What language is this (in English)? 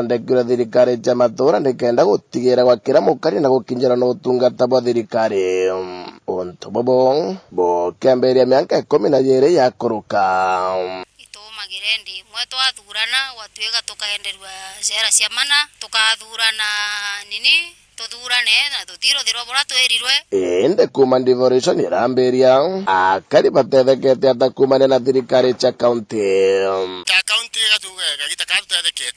Meru